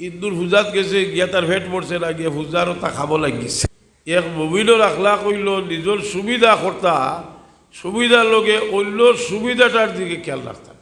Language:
Sylheti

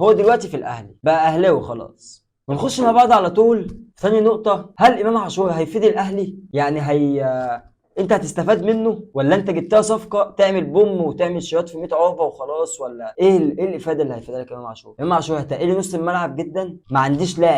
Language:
Egyptian Arabic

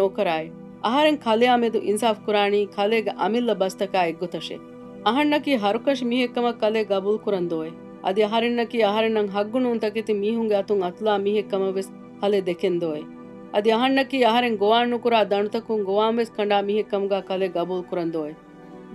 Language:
Divehi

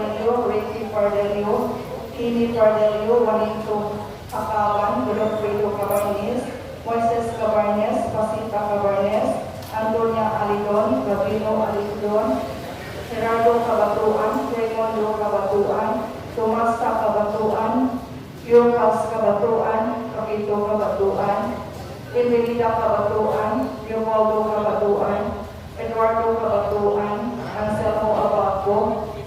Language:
Cebuano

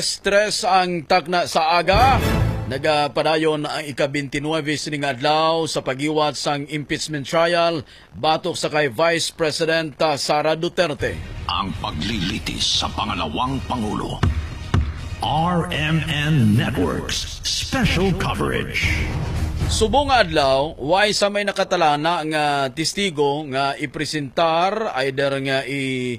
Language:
Hiligaynon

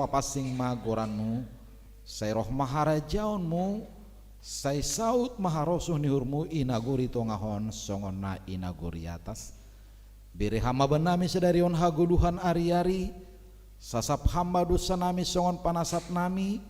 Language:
Batak Simalungun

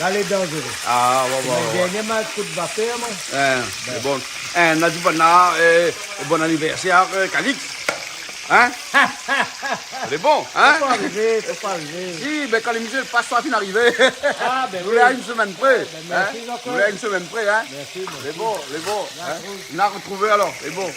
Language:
Réunion Creole French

